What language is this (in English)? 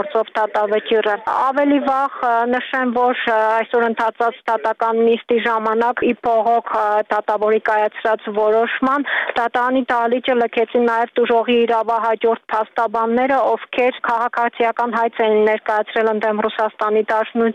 Armenian